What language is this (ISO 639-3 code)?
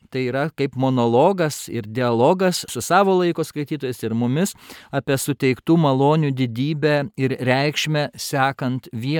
lit